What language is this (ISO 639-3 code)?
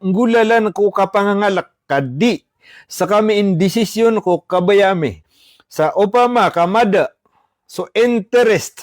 mrw